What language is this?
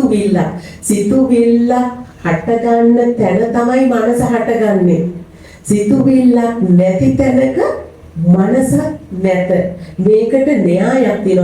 Sinhala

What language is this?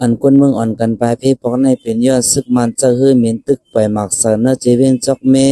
Shan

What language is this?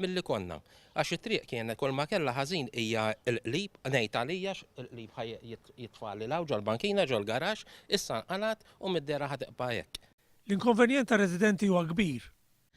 Maltese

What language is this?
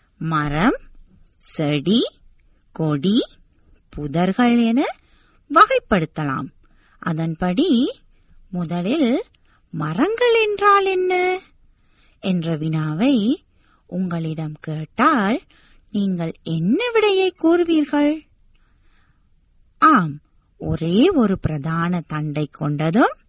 Tamil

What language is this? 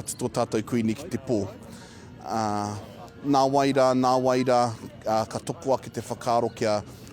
Māori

